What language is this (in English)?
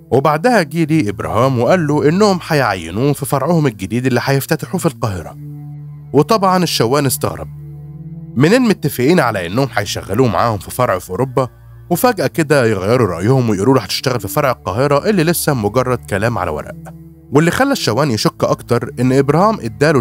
Egyptian Arabic